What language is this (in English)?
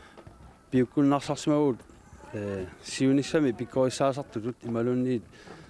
Kalaallisut